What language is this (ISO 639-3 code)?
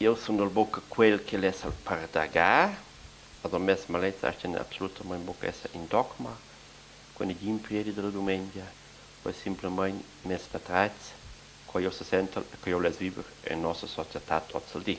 roh